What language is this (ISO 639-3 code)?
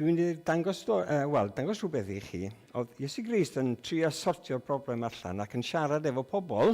cym